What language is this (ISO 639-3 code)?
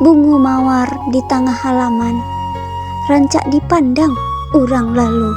min